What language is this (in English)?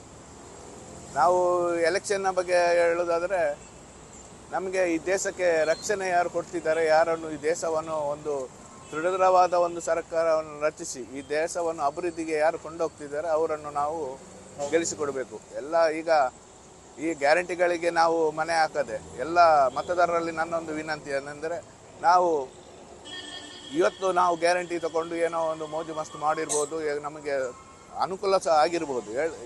Kannada